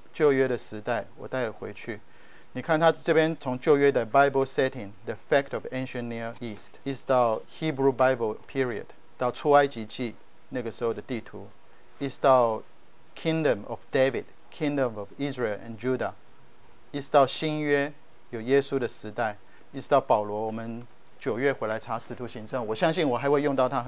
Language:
Chinese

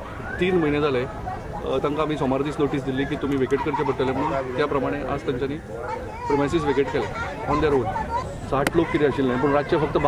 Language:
Konkani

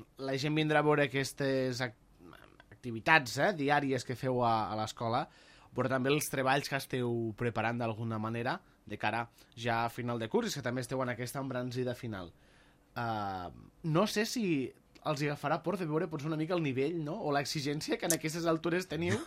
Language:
Catalan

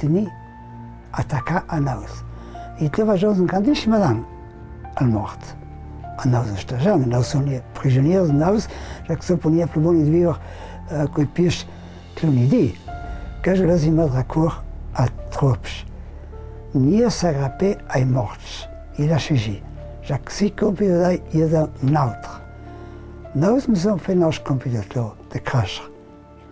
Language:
Ladin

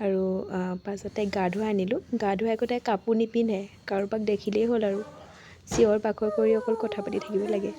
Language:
Assamese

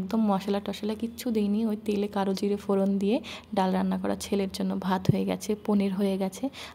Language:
Bangla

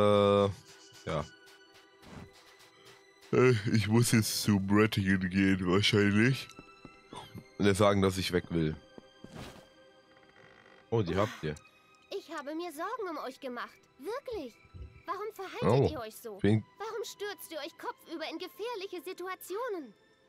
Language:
German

